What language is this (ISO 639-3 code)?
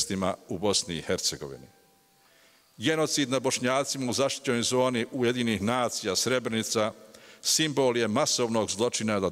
bos